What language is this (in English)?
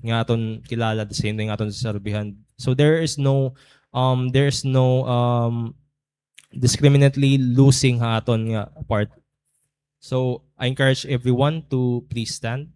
Waray